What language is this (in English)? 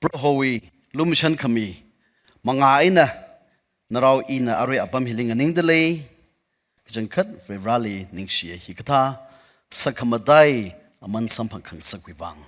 Tangkhul Naga (India)